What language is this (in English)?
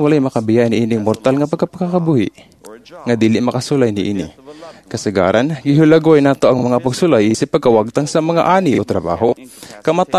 Cebuano